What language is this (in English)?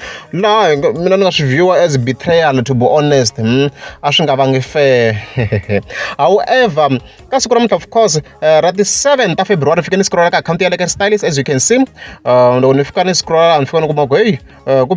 Tsonga